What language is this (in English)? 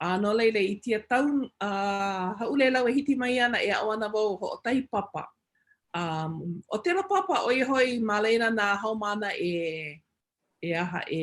Hawaiian